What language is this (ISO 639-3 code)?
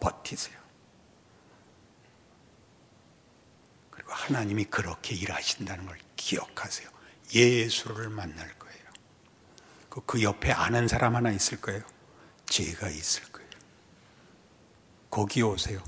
kor